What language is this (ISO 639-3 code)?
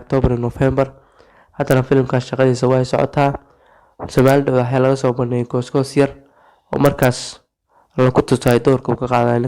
som